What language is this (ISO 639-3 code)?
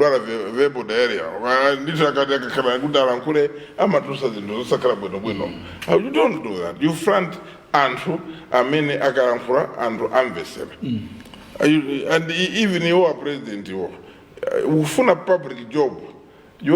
nya